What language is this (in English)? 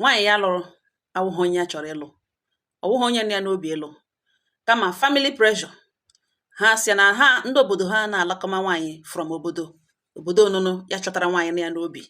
Igbo